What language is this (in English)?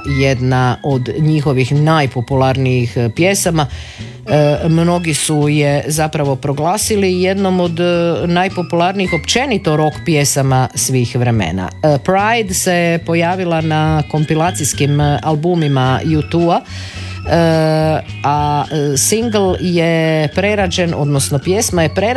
Croatian